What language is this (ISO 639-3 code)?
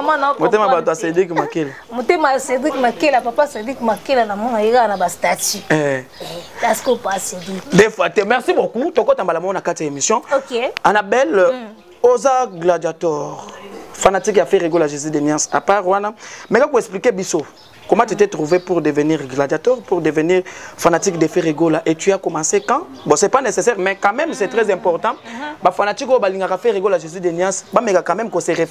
lin